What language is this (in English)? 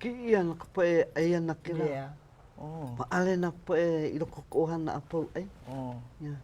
Hawaiian